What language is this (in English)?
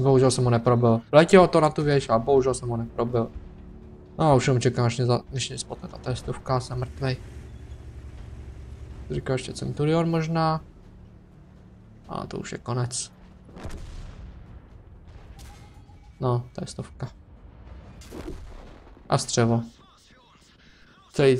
Czech